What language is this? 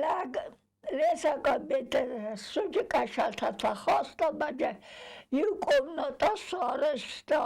Ossetic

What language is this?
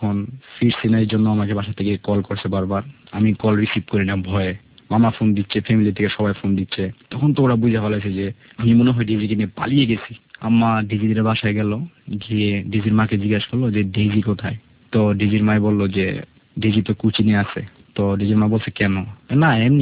Bangla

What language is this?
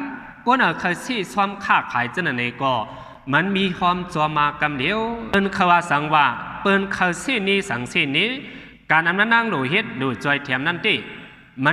Shan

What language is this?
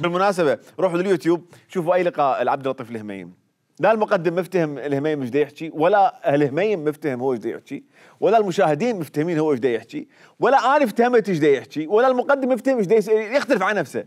Mesopotamian Arabic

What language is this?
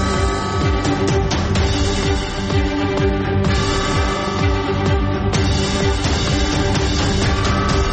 Persian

